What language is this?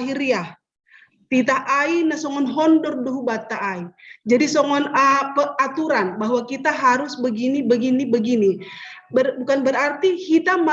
Batak Simalungun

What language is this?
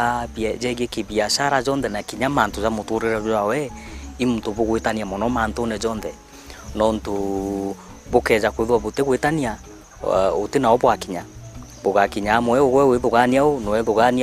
Meru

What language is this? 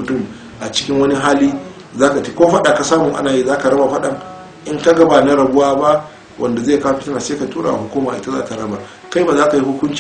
Hausa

